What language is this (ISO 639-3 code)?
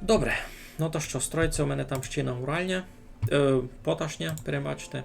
rue